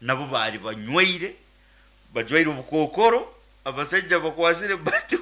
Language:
Nyoro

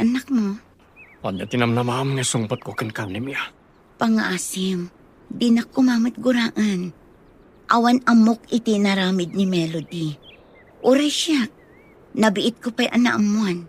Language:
Iloko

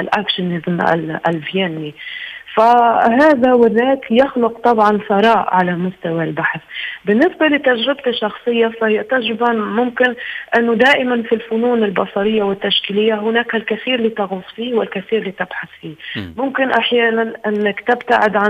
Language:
Tunisian Arabic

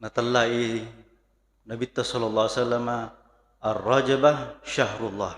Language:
Buginese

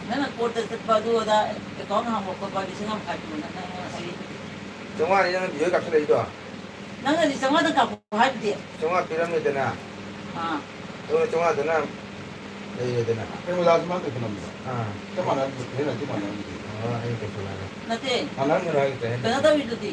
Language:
Manipuri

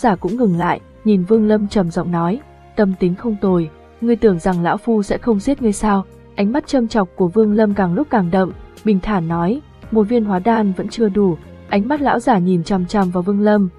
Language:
Vietnamese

